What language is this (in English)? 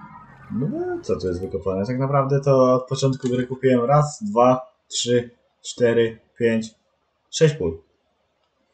Polish